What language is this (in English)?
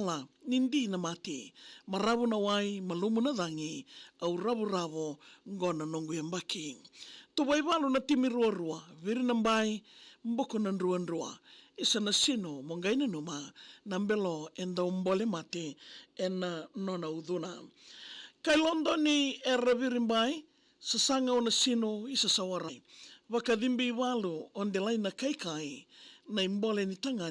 Fijian